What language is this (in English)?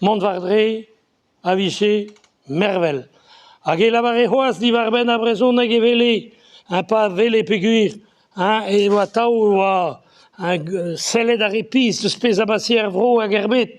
Breton